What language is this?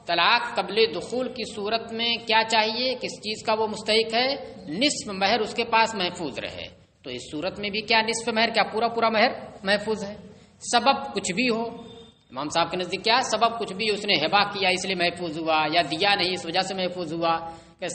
Urdu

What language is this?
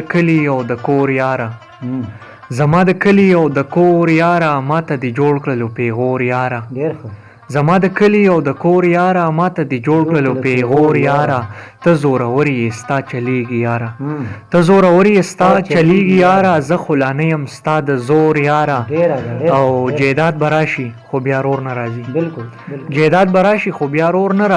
Pashto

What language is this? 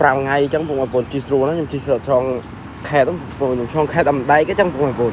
Khmer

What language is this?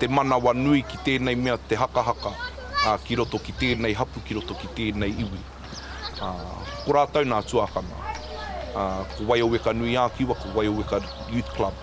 Māori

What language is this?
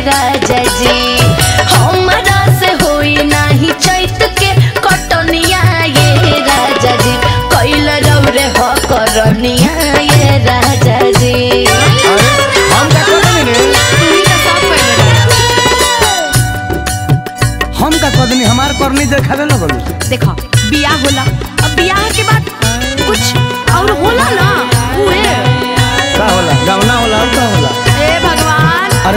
Bhojpuri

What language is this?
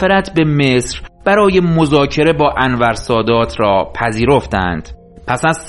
Persian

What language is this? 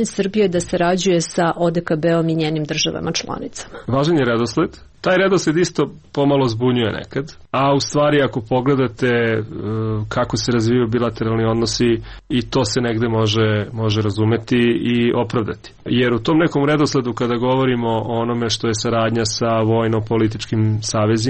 Serbian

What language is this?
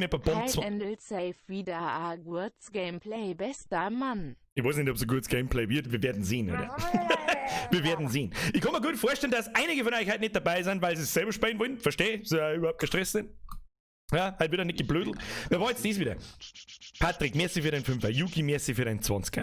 Bavarian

